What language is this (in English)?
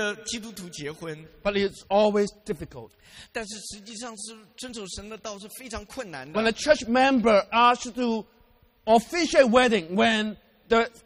Chinese